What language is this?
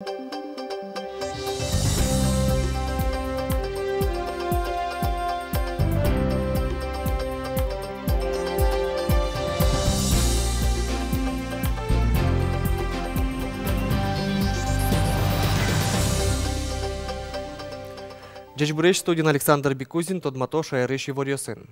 Udmurt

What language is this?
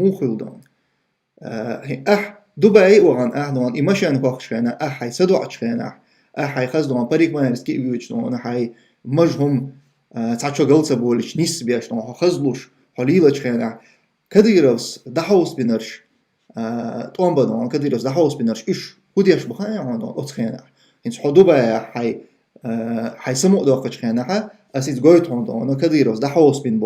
Chechen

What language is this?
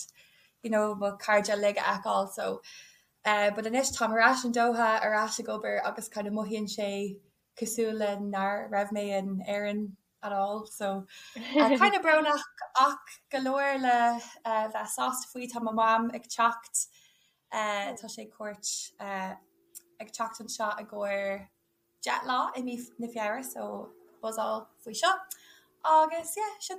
Irish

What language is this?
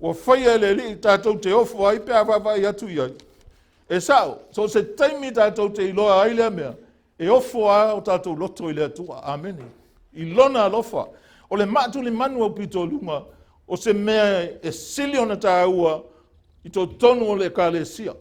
Samoan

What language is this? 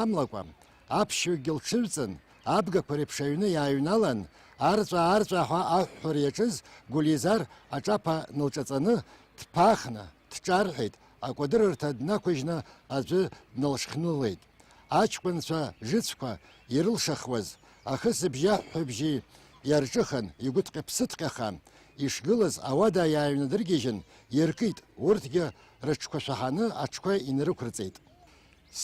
Abkhazian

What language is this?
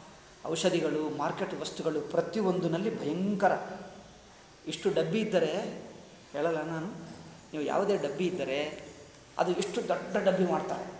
Kannada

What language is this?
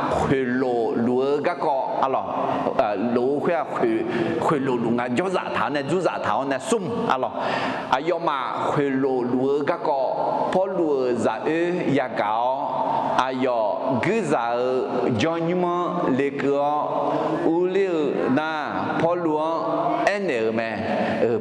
Akha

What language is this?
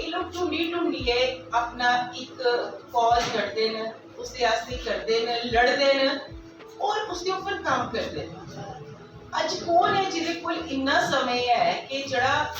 Dogri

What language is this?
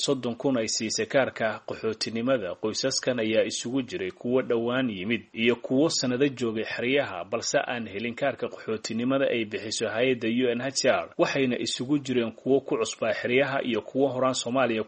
Somali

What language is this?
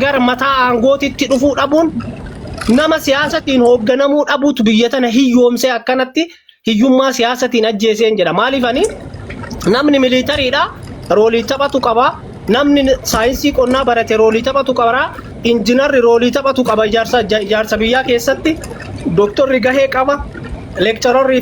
Oromo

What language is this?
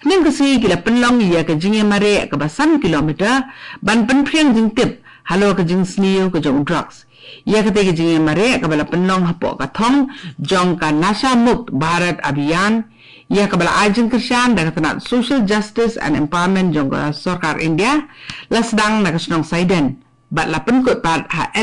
Khasi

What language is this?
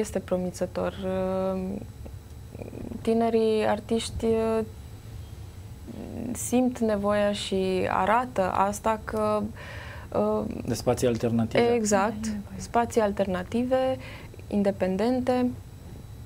Romanian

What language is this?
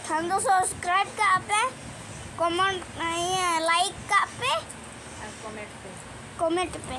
Santali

